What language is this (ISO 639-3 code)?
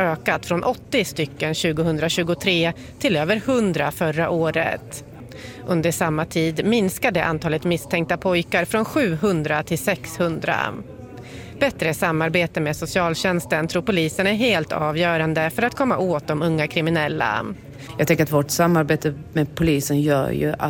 swe